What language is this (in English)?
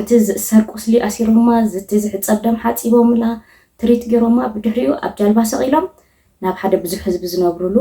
Tigrinya